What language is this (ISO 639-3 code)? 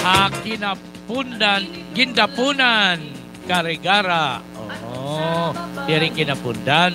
war